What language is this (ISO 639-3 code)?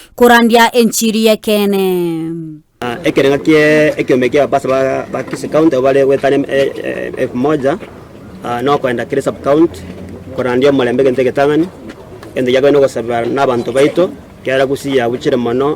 guz